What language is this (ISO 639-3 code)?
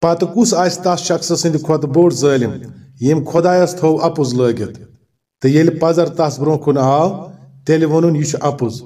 kas